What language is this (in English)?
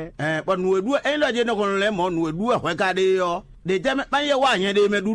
Fon